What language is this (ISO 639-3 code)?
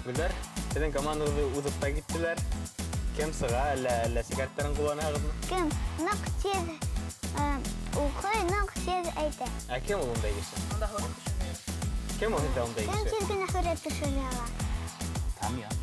bak